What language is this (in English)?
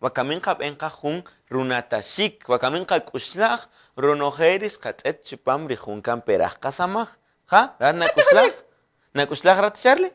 Kaqchikel